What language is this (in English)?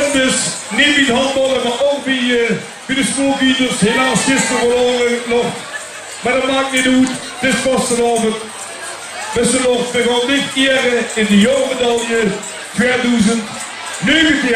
Limburgish